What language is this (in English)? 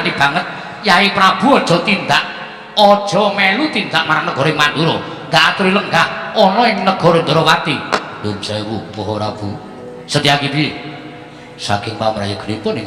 Javanese